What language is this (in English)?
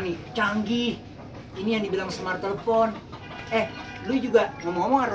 Betawi